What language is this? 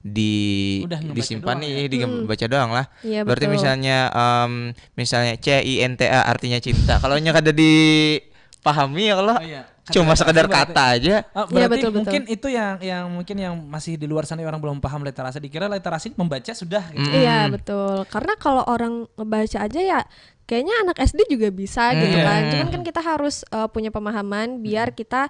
Banjar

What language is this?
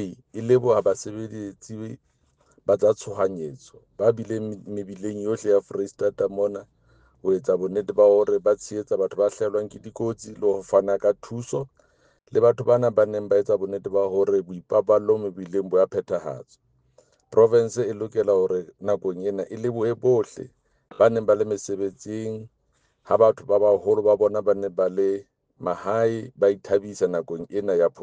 Southern Sotho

